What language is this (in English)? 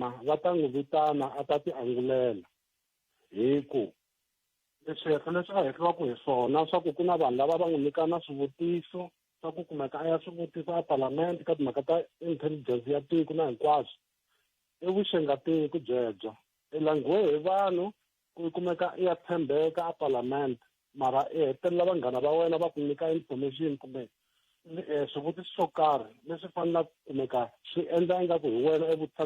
Tsonga